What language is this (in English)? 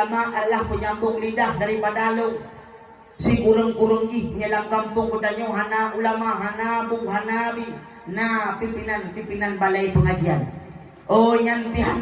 Achinese